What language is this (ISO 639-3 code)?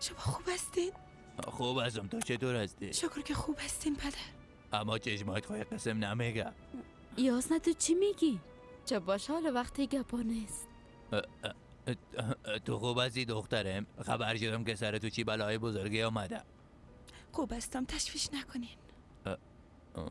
fas